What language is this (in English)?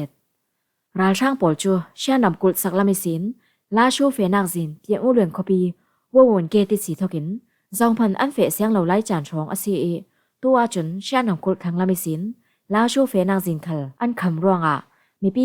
Falam Chin